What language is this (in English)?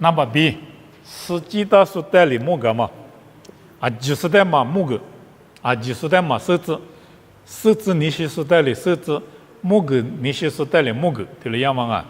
Lisu